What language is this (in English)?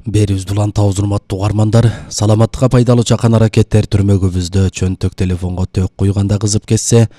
Kyrgyz